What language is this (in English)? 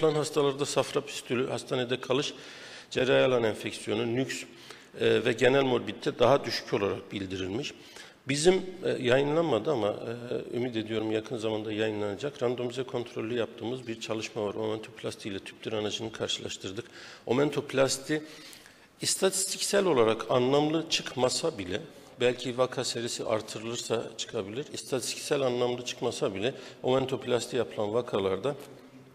Turkish